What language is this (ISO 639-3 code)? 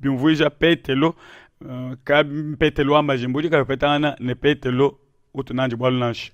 lua